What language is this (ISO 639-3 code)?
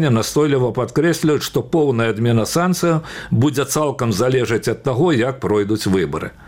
bel